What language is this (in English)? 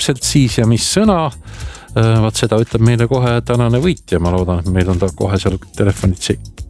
Estonian